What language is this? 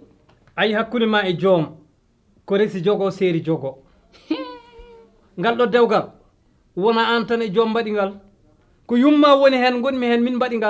Fula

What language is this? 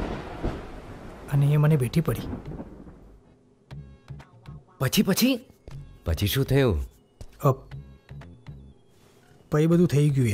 Gujarati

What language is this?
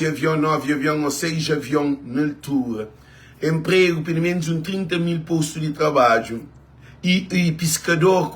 Kabuverdianu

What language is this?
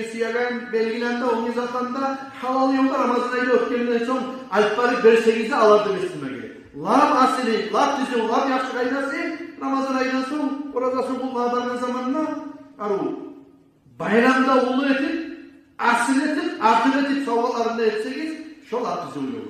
Kumyk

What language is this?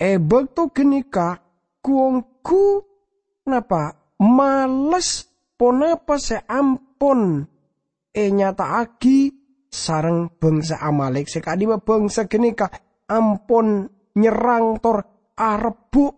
Madurese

